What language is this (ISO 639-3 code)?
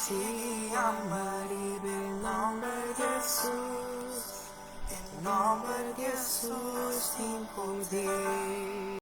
pap